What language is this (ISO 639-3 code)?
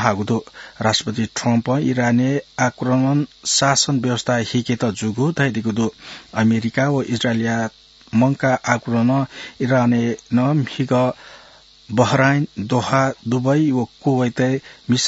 new